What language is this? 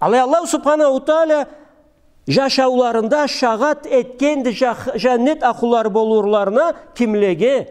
Karachay-Balkar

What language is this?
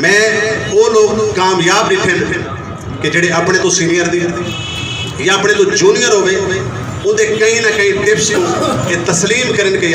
Saraiki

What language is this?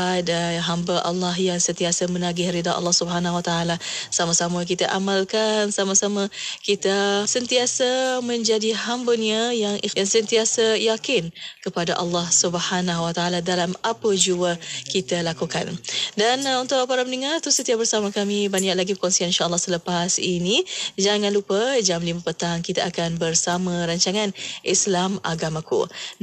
Malay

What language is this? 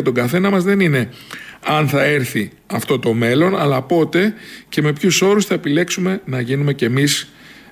Greek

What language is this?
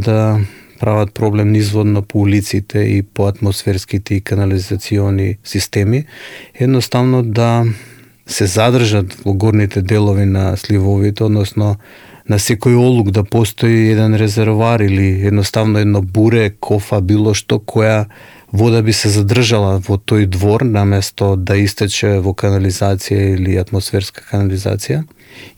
Macedonian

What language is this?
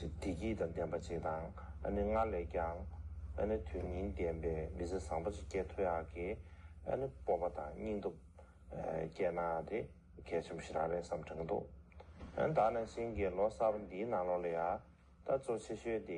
Tibetan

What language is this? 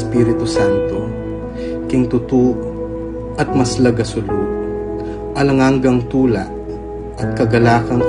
Pampanga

